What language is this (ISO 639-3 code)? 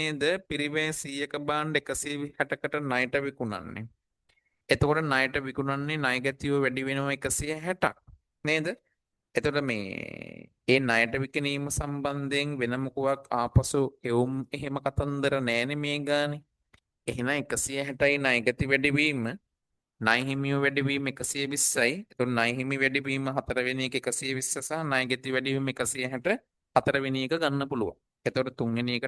sin